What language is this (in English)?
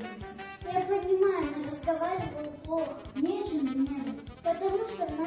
Crimean Tatar